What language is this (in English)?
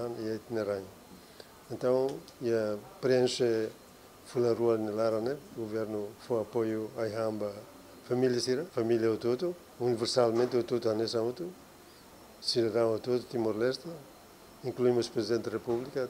Tetum